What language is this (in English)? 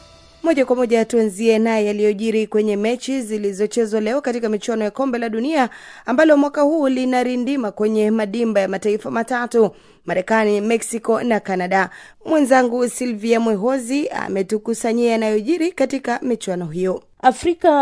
Swahili